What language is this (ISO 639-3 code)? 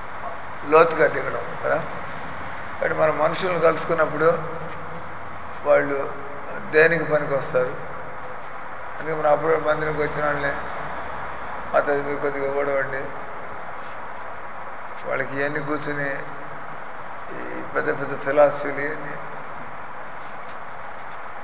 tel